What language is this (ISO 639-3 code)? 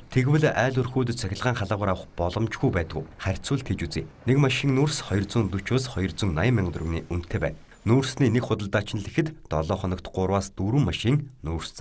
mon